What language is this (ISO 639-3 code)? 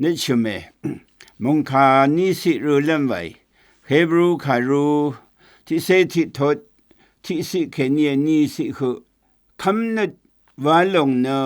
raw